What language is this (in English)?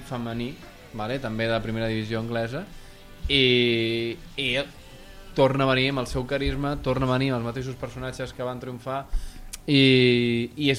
Catalan